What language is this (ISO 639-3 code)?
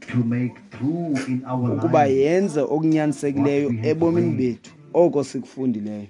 xho